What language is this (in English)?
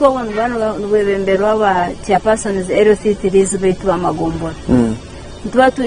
Nyankole